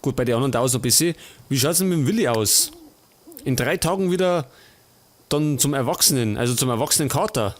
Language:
Bavarian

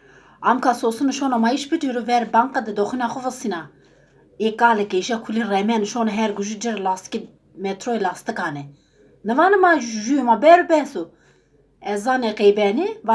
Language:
Zaza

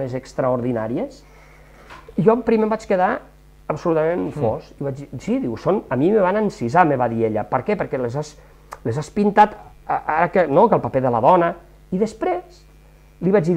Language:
Catalan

